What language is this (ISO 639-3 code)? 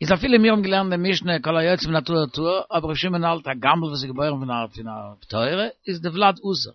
yid